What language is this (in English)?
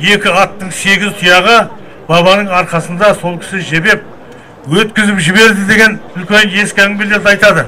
Kazakh